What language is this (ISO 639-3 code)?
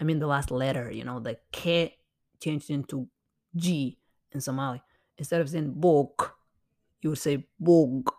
eng